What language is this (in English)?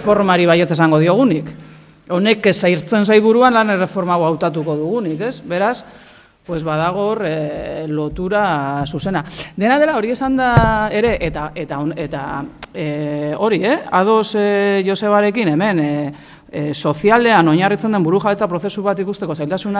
Basque